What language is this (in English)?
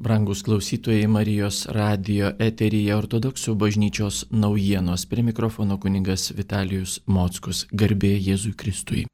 Lithuanian